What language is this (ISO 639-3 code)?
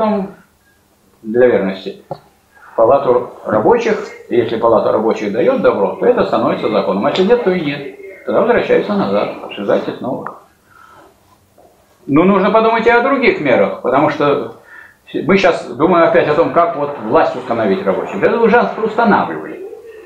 rus